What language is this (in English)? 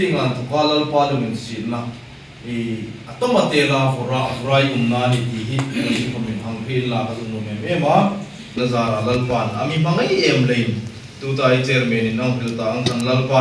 Hmar